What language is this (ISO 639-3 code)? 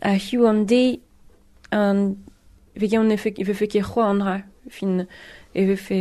bre